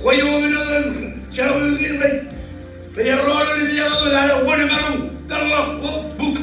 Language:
Marshallese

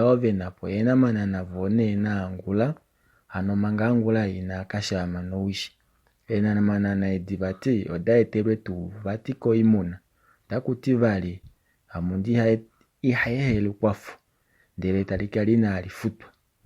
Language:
Kuanyama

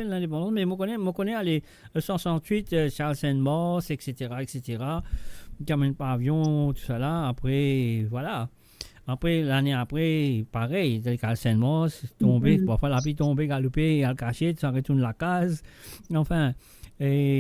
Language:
Morisyen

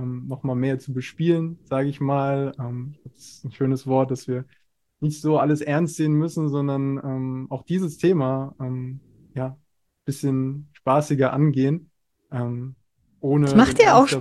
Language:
German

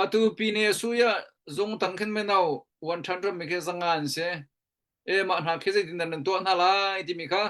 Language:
Hakha Chin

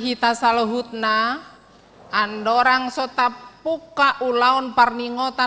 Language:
Batak Toba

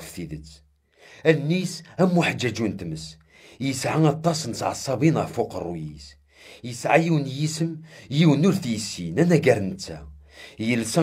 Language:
Kabyle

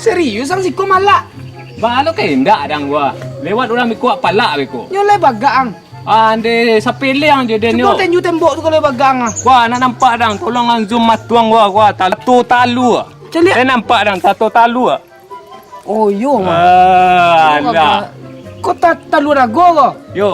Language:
Minangkabau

